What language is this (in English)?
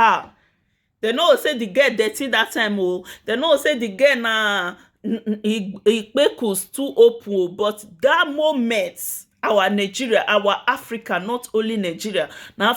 Nigerian Pidgin